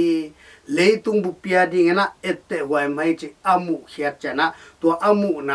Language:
Tedim Chin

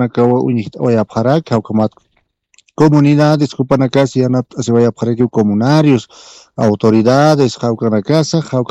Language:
Aymara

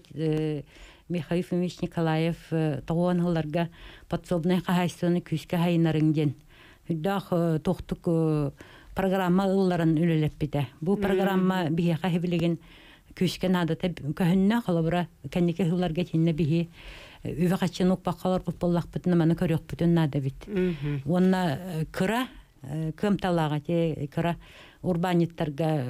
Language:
Yakut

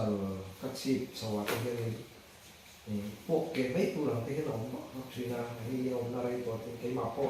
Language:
Mizo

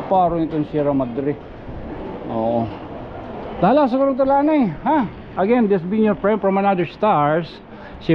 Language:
Waray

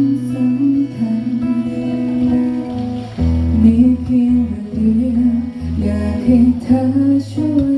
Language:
Thai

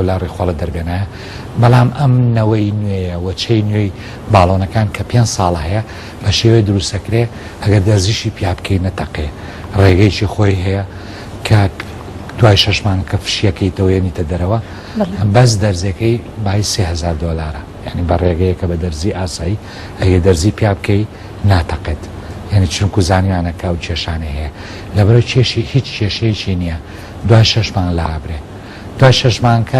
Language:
Central Kurdish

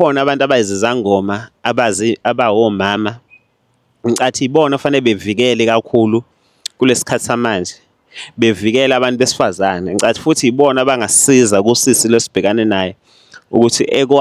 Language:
Zulu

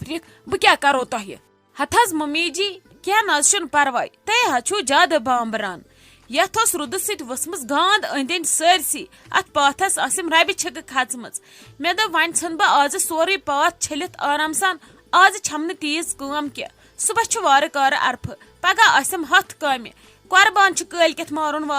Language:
Kashmiri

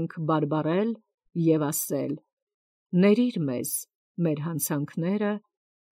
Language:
Armenian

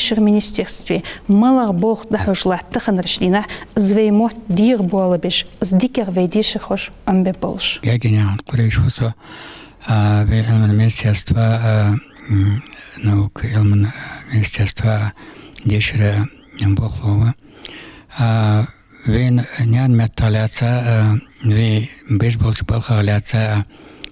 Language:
Ingush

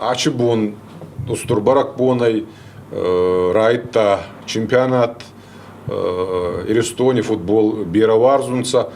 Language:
Ossetic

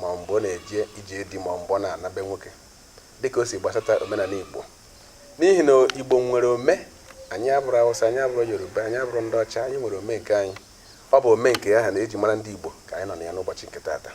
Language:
Igbo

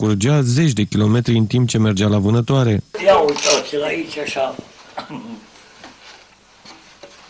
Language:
Romanian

